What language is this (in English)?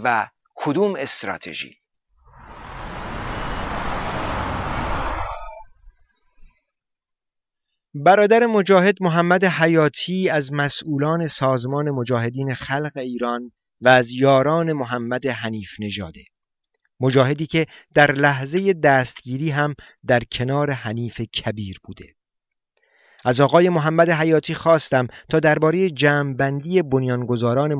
Persian